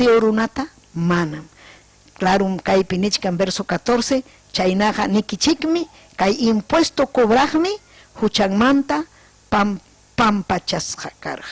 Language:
Ayacucho Quechua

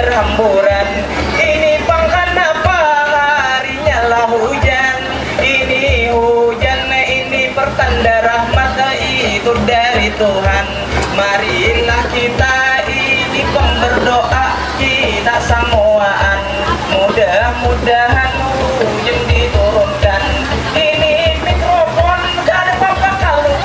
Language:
Banjar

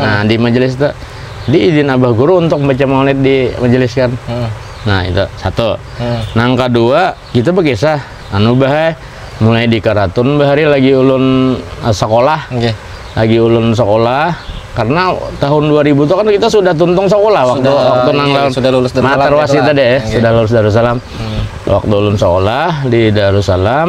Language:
Banjar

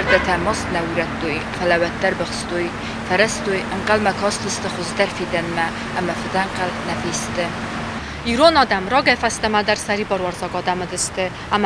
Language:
Ossetic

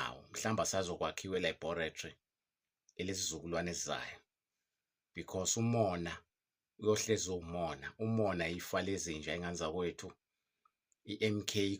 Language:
Zulu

